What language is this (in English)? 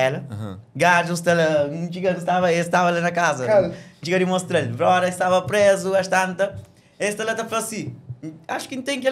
Kabuverdianu